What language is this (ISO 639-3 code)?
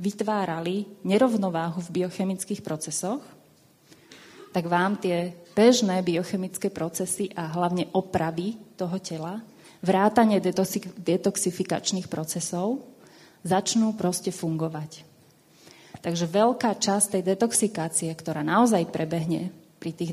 slk